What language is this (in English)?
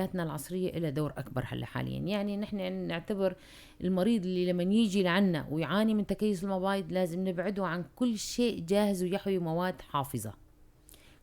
North Levantine Arabic